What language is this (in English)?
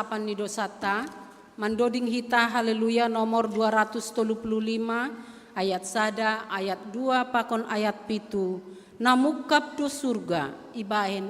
Batak Simalungun